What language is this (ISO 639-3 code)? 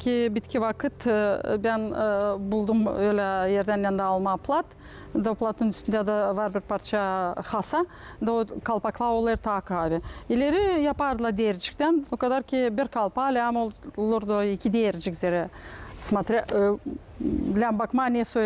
gag